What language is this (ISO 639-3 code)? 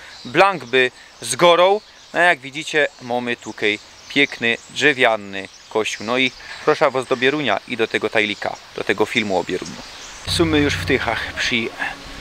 szl